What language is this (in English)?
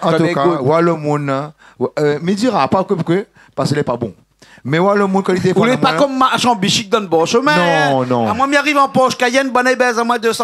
Réunion Creole French